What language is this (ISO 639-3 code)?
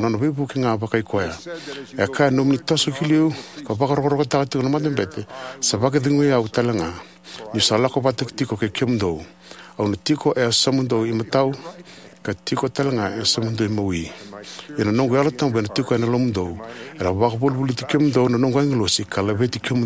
fij